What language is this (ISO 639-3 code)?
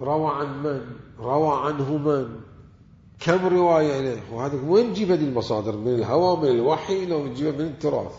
acm